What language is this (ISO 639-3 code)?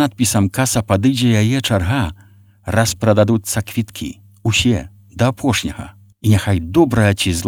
bel